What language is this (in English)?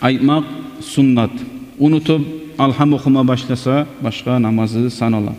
Kumyk